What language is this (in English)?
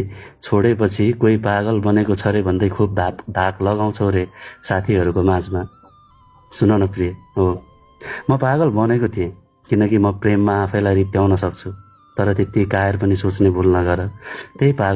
Nepali